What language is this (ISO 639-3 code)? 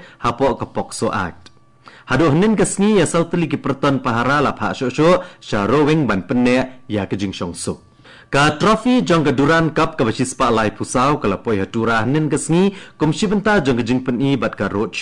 kha